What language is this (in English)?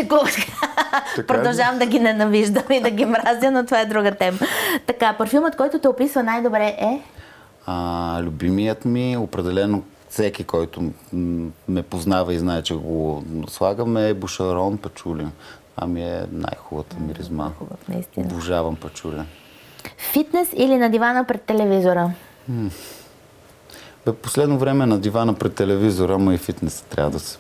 Bulgarian